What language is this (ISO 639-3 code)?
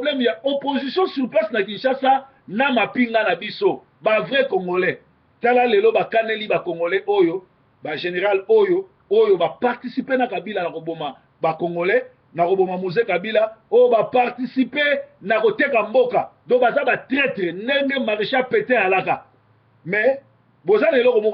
lin